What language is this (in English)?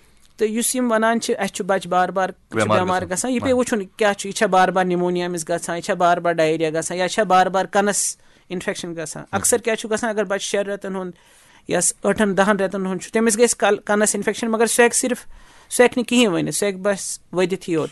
Kashmiri